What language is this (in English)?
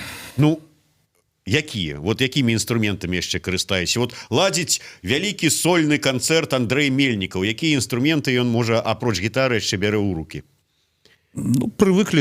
Belarusian